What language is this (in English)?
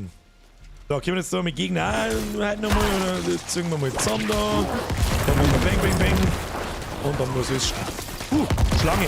Bavarian